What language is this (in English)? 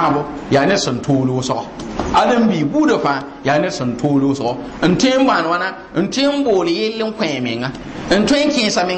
Mossi